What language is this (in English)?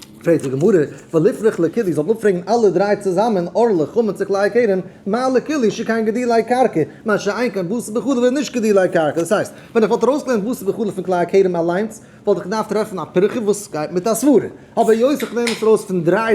Yiddish